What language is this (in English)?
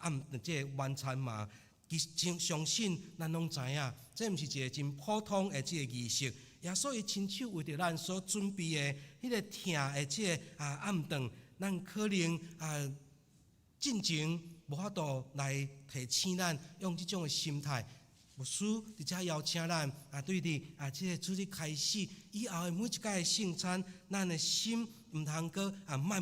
Min Nan Chinese